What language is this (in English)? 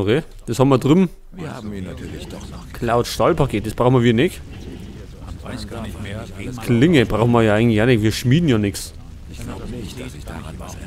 Bavarian